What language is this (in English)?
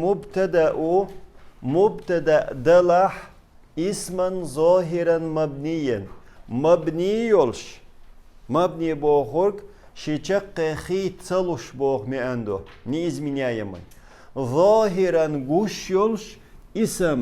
Chechen